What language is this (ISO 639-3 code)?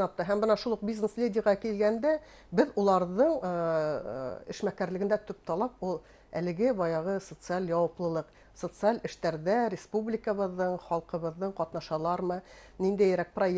bak